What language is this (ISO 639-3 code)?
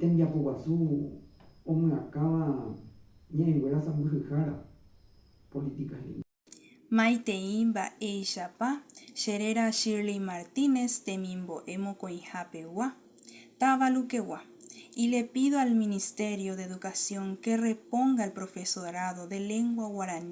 grn